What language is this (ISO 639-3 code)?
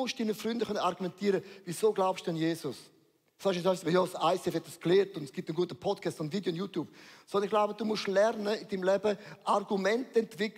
gsw